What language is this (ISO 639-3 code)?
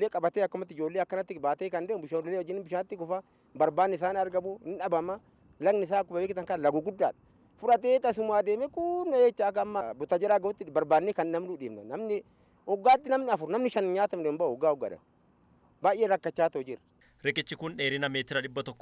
orm